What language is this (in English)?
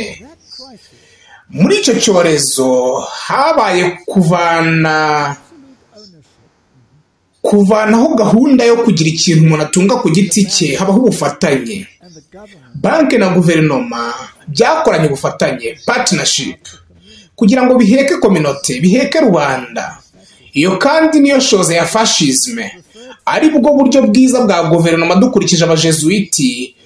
Kinyarwanda